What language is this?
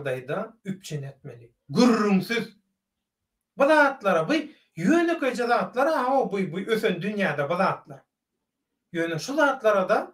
Turkmen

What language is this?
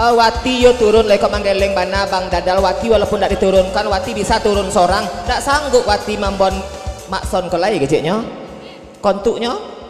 Minangkabau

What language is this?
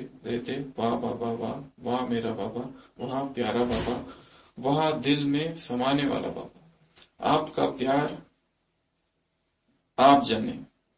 Hindi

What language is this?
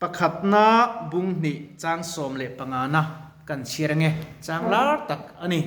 Mizo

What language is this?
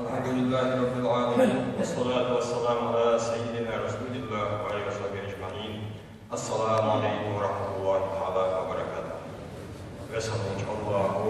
Ingush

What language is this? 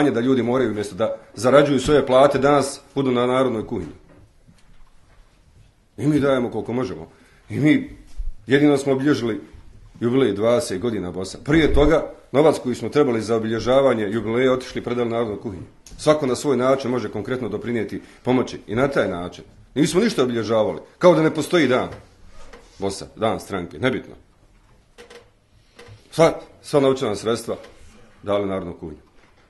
Bosnian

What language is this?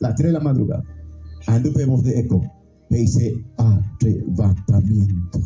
Guarani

